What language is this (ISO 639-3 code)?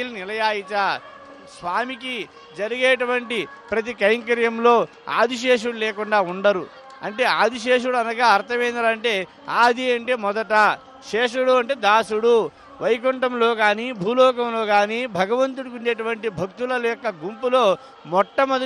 tel